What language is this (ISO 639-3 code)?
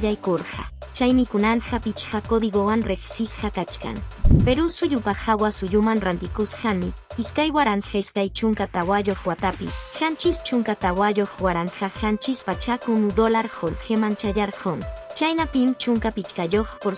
que